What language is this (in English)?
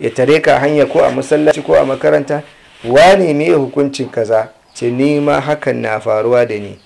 Hausa